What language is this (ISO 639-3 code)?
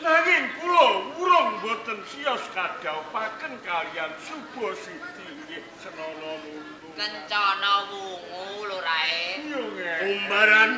jav